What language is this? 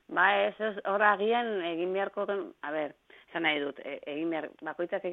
Basque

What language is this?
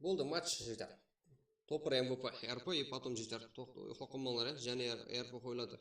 Kara-Kalpak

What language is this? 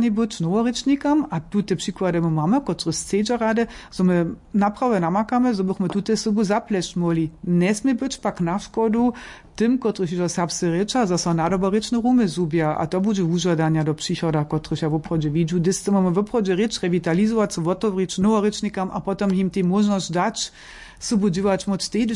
Upper Sorbian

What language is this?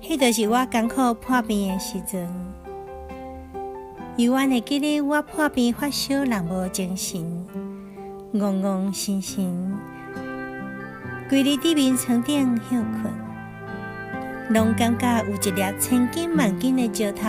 Min Nan Chinese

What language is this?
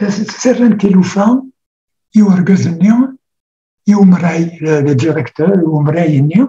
Kabyle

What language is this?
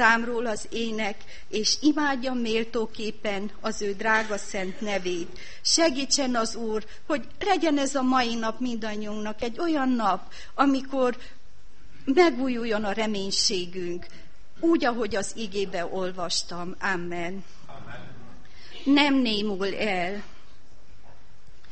Hungarian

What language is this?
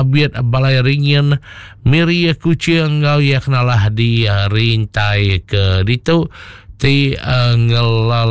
Iban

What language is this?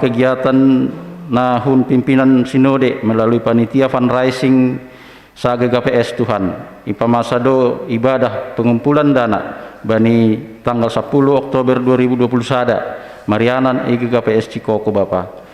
Batak Simalungun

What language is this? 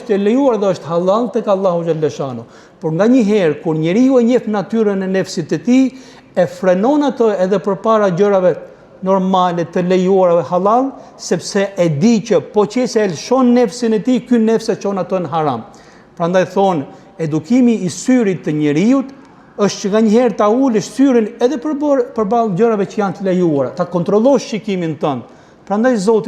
Albanian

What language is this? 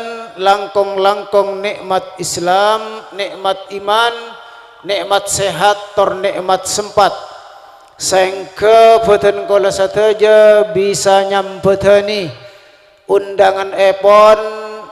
Madurese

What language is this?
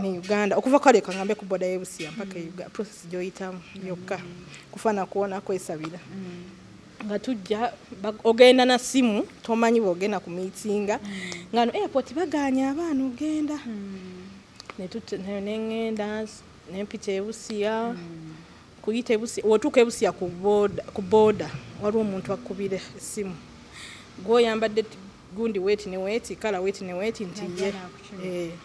Ganda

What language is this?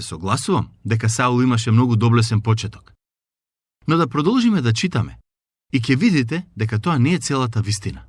Macedonian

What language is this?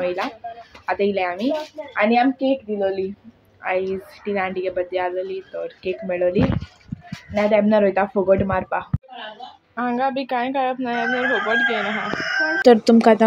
Konkani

